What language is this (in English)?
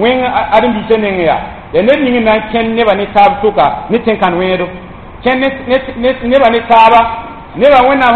Mossi